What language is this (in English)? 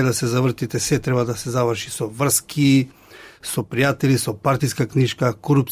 Macedonian